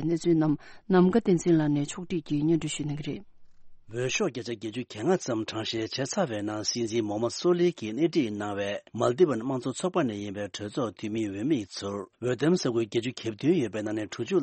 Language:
Tibetan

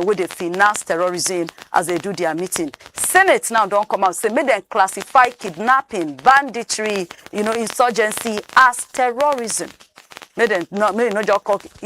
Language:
Nigerian Pidgin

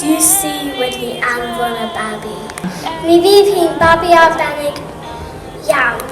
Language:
Welsh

